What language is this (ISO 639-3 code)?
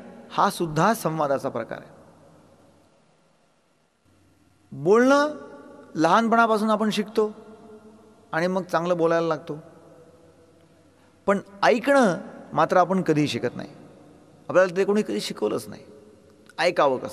mar